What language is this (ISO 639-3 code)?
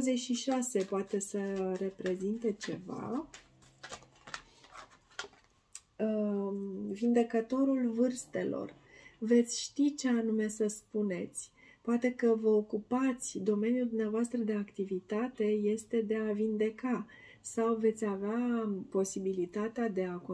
ron